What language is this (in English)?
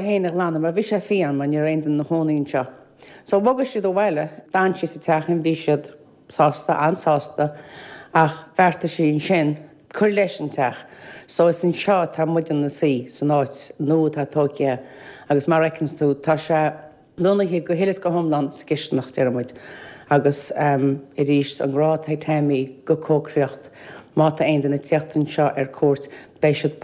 Irish